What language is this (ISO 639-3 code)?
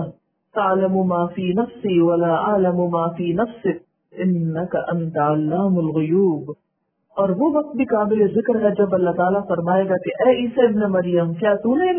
urd